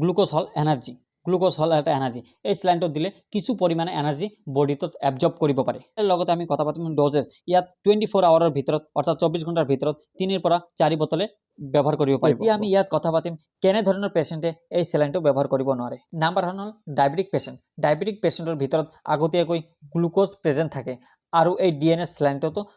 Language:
Assamese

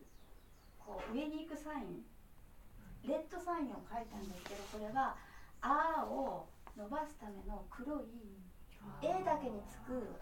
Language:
Japanese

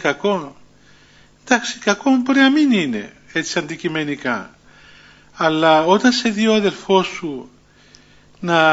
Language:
Greek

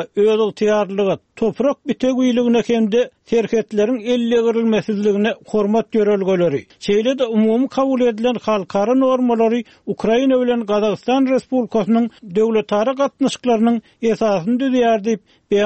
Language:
Turkmen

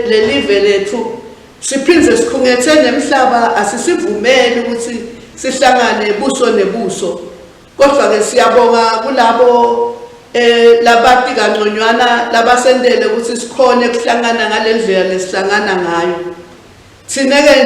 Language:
Swati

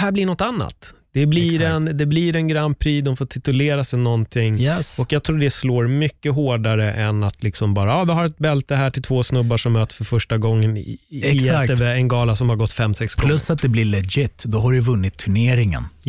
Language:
Swedish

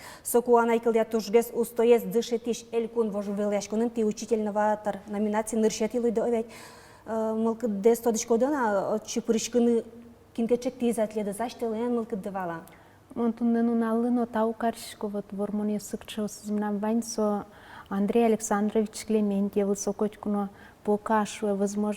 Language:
Udmurt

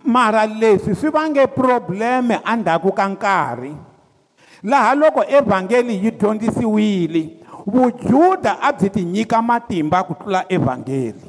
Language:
Tsonga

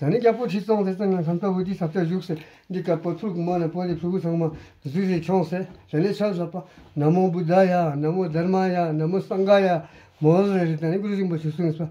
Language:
Tibetan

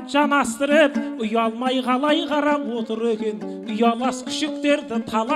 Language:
Kazakh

